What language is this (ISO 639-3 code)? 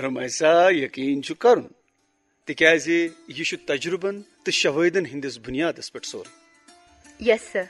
kas